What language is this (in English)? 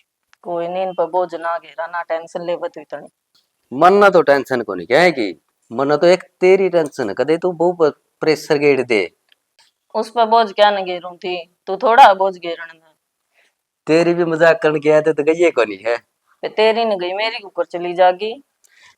Haryanvi